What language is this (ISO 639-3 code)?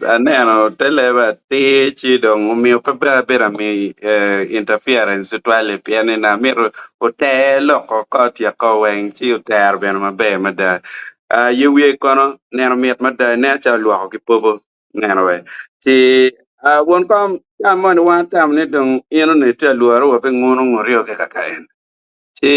ach